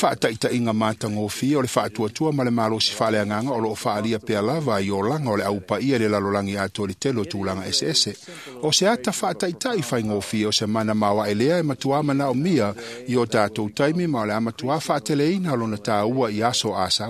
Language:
Samoan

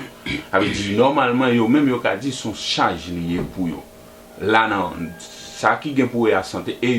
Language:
Haitian Creole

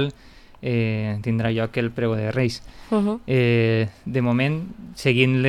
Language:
Catalan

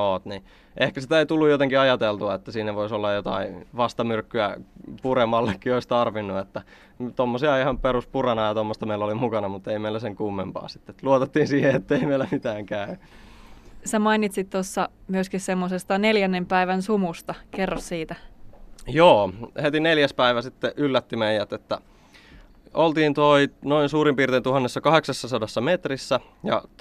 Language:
Finnish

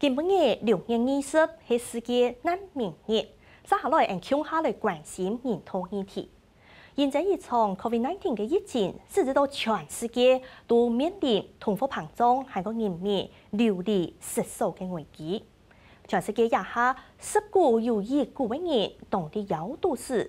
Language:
Hakka Chinese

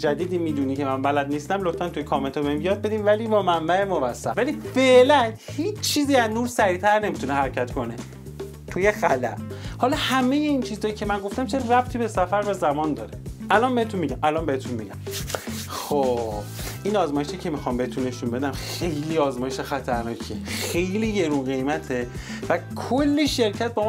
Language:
Persian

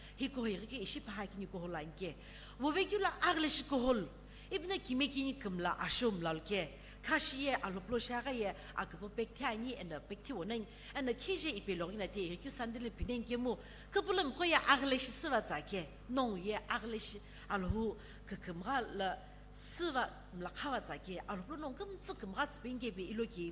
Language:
Sumi Naga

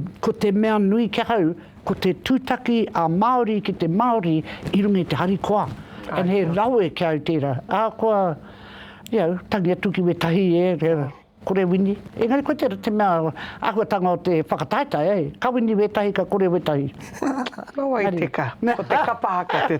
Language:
Māori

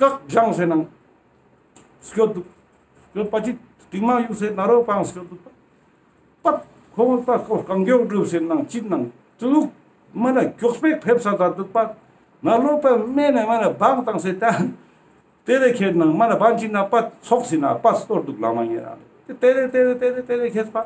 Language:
Ladakhi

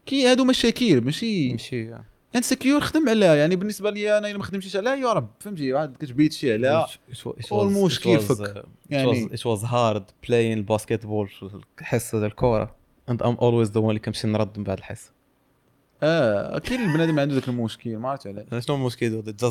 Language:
Moroccan Arabic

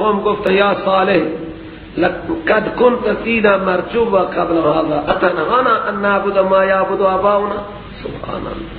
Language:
Persian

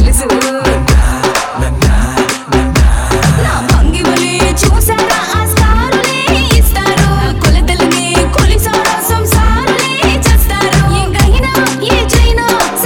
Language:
Telugu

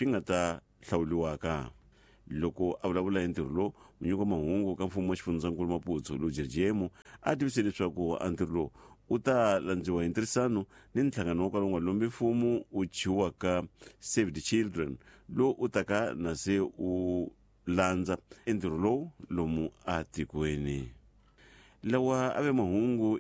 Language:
Tsonga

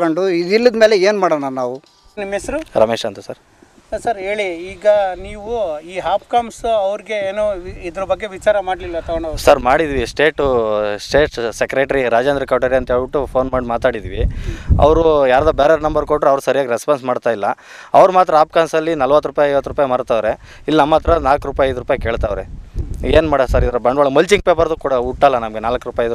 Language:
Kannada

